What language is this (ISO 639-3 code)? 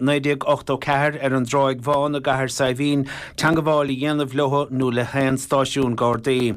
gle